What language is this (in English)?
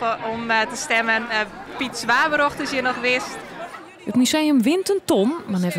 Western Frisian